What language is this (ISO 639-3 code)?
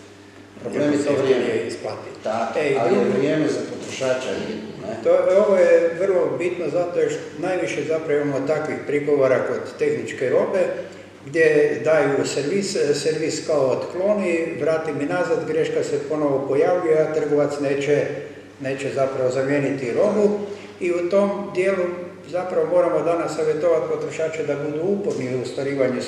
hrv